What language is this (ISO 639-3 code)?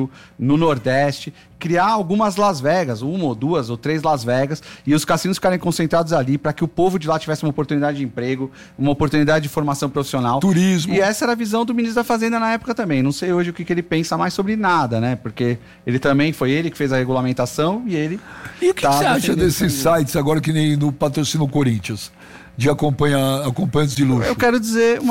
por